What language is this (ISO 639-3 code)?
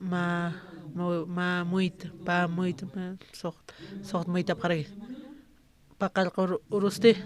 aym